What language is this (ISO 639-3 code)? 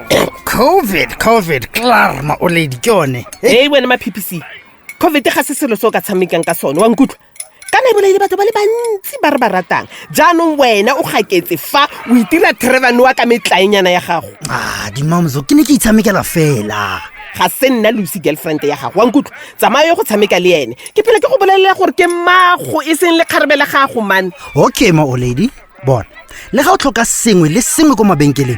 tsn